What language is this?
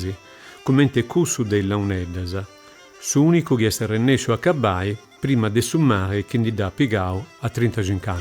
Sardinian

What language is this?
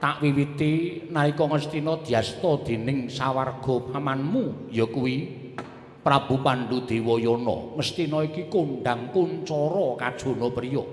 Javanese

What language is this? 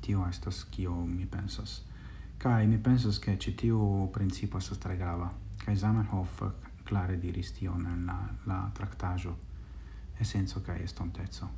Esperanto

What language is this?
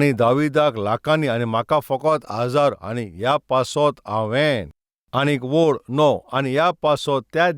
Konkani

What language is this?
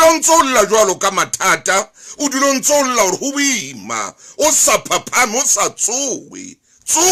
Southern Sotho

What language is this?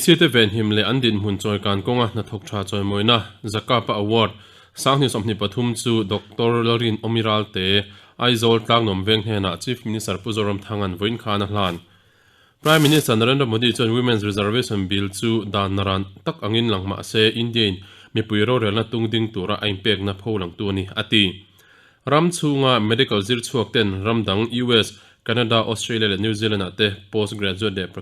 Mizo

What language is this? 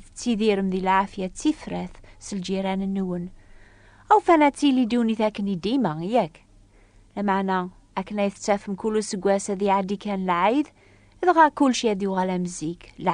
Kabyle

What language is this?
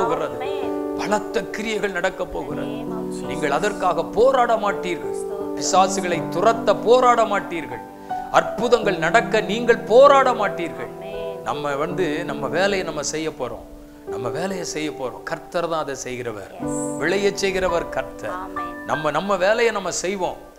Tamil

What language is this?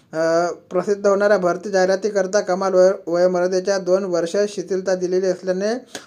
Marathi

